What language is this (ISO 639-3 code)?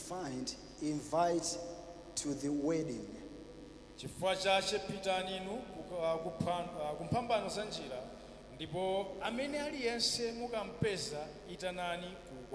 nya